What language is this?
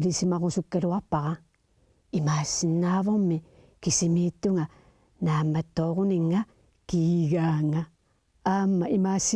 Kalaallisut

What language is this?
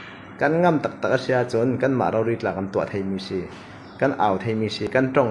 Falam Chin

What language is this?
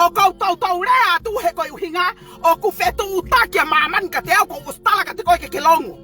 Tongan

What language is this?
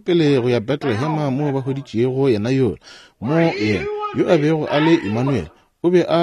Northern Sotho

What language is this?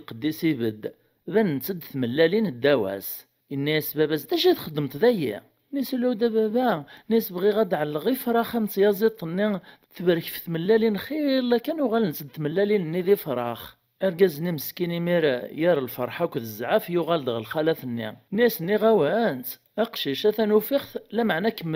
Kabyle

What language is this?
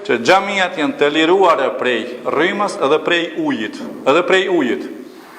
Albanian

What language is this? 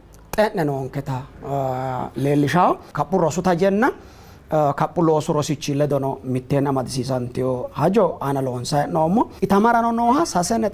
Sidamo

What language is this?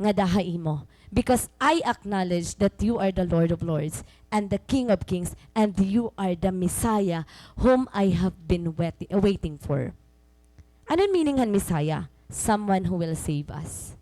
Waray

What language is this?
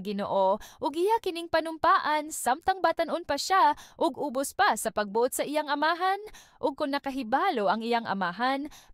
Cebuano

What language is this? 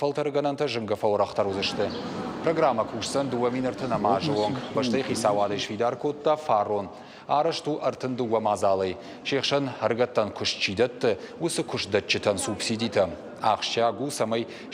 Ossetic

